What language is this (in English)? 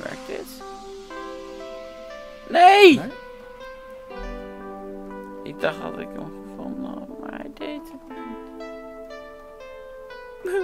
Dutch